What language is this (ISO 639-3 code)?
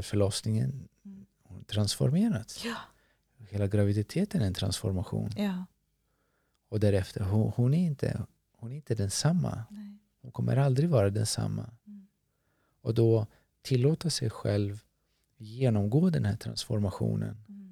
swe